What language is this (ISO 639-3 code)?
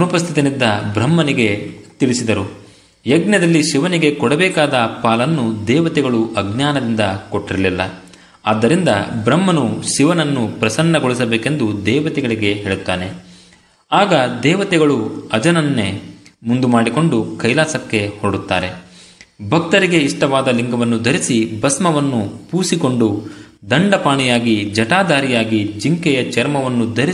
kan